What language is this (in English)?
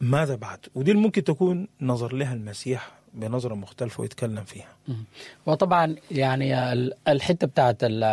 Sudanese Arabic